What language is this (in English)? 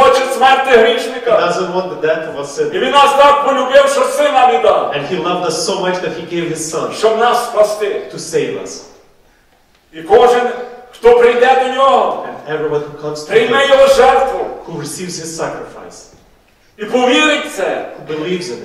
Ukrainian